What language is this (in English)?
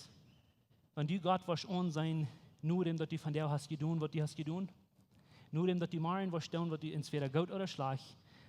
Plautdietsch